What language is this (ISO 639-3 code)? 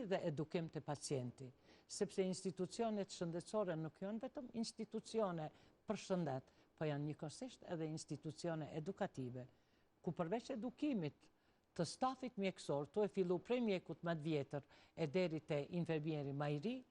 sqi